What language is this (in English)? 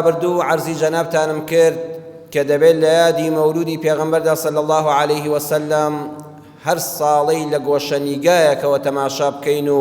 Central Kurdish